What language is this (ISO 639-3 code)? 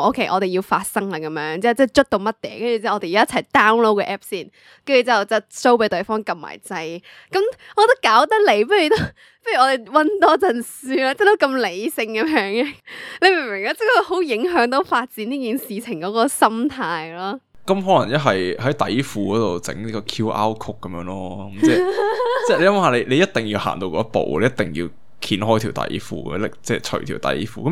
yue